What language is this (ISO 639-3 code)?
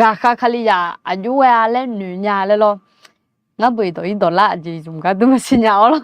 ahk